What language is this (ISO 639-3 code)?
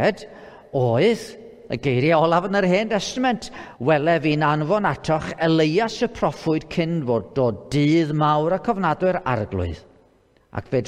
cym